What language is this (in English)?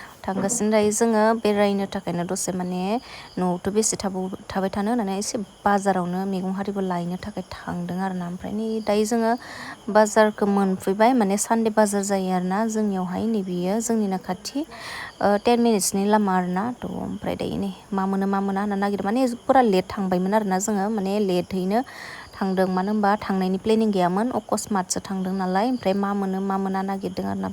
Bodo